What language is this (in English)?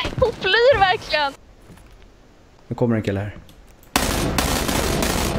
Swedish